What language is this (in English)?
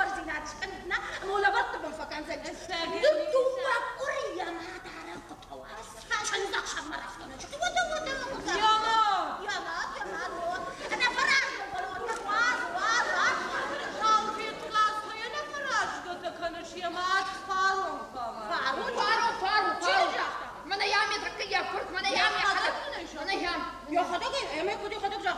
Ossetic